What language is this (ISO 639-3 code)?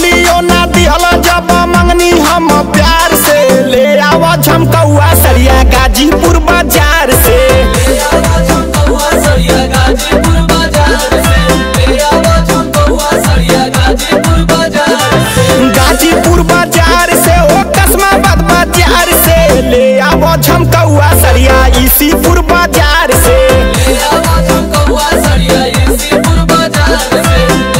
bho